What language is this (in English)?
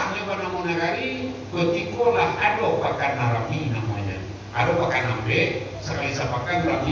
Minangkabau